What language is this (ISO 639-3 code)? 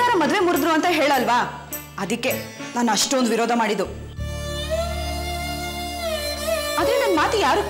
kan